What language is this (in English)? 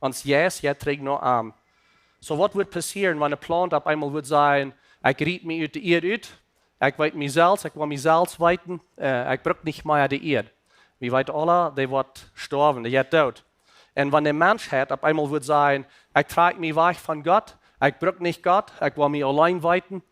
Plautdietsch